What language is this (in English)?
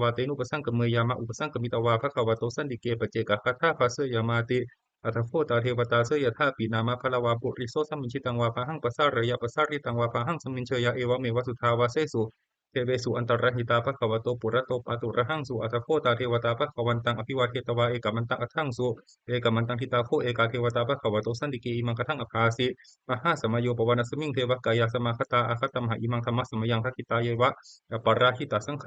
Pali